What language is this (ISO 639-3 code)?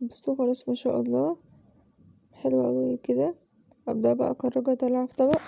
arz